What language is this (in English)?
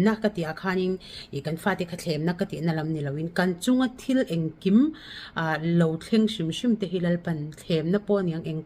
Mizo